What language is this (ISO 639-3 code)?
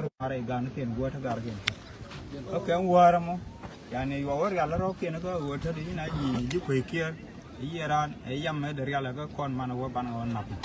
nus